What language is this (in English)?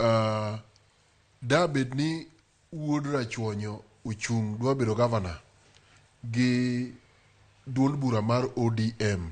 Luo (Kenya and Tanzania)